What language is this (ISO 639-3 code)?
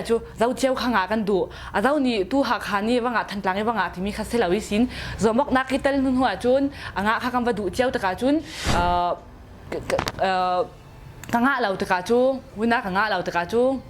cnh